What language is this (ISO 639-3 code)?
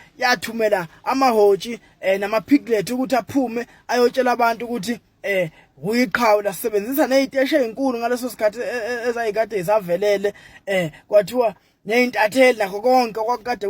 zul